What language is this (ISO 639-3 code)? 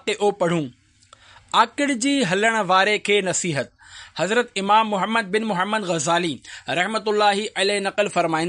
snd